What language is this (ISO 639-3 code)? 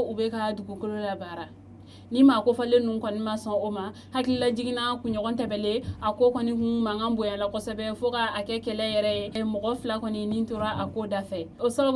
bam